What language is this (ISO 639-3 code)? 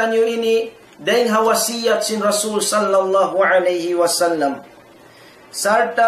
tsg